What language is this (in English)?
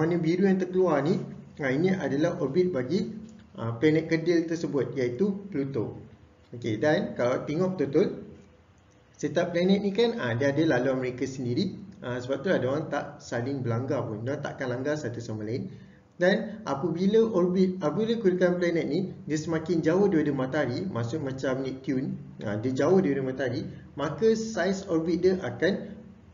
Malay